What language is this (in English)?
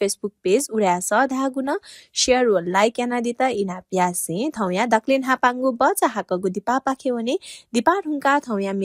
Newari